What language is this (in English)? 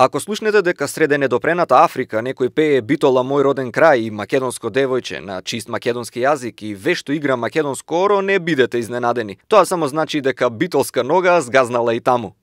Macedonian